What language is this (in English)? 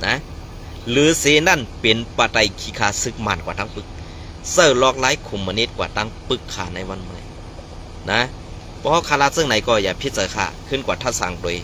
Shan